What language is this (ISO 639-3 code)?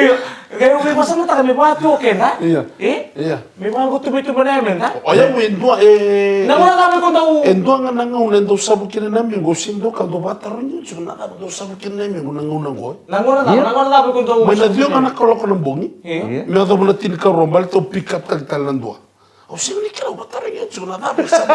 fij